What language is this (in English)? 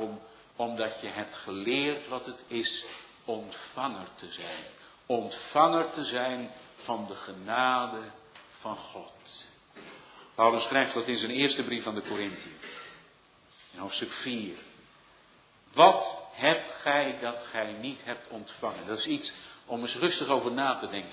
Dutch